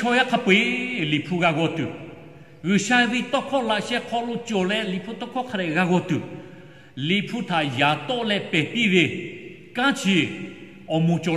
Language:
Lahu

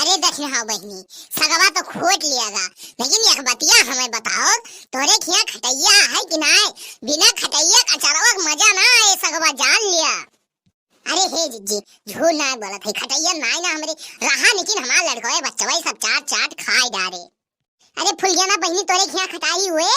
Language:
Awadhi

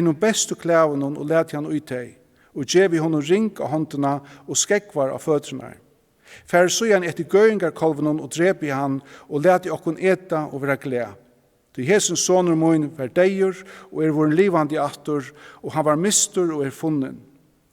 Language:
Faroese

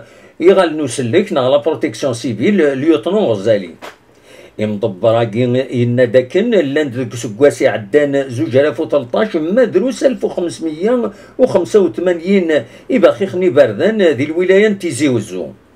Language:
Kabyle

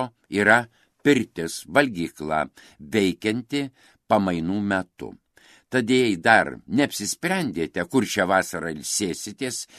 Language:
Lithuanian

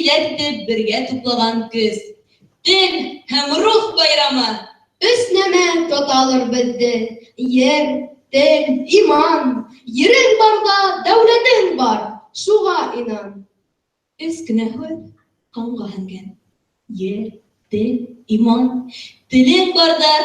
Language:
Bashkir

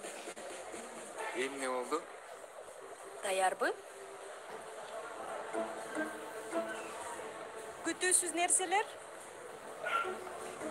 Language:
Kyrgyz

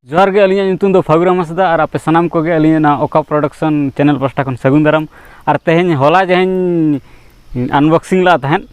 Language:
Santali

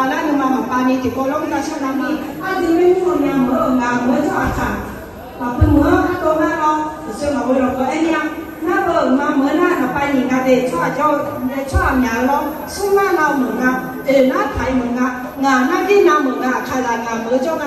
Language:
Akha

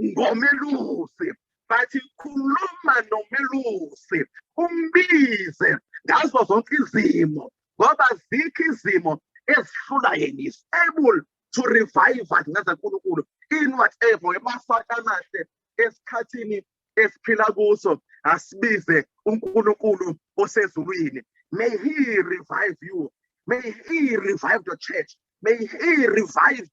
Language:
Zulu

